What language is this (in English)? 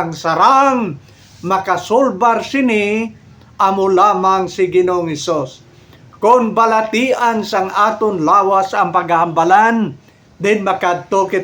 Hiligaynon